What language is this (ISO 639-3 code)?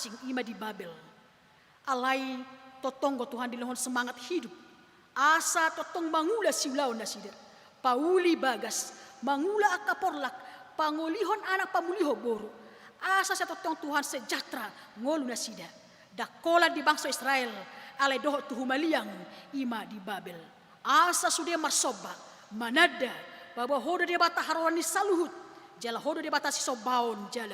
bbc